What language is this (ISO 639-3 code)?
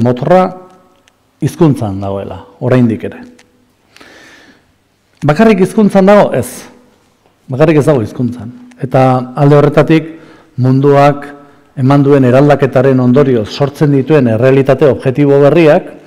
eus